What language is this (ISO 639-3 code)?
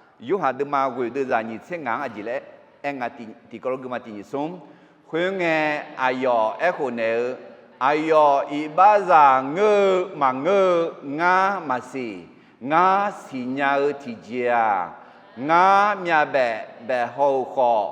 ahk